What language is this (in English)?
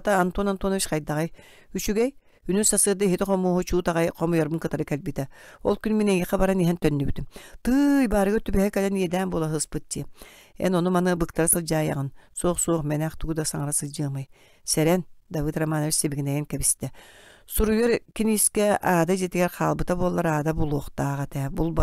Yakut